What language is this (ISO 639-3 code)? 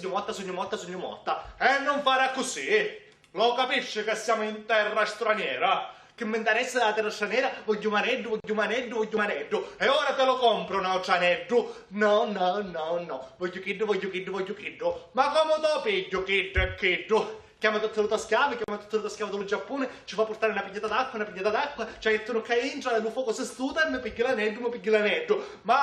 scn